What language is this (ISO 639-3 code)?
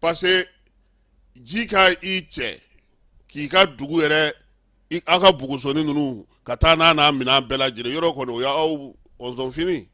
bam